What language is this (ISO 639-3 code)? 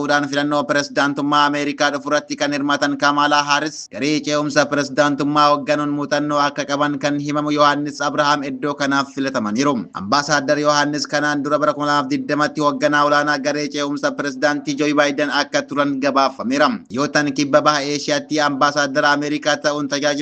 orm